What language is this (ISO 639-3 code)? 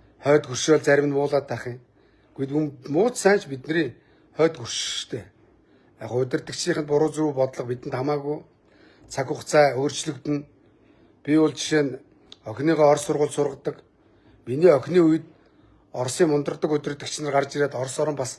mon